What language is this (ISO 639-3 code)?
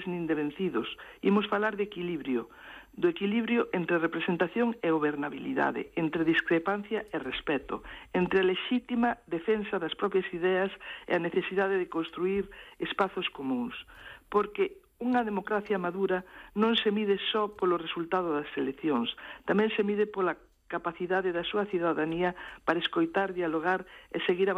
glg